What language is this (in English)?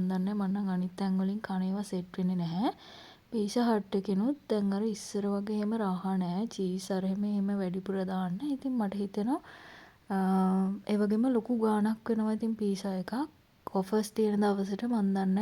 Sinhala